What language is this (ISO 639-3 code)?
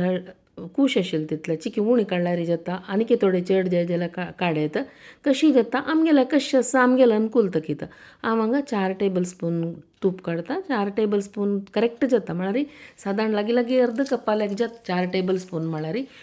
kok